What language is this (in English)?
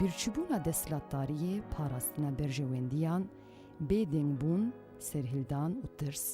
Kurdish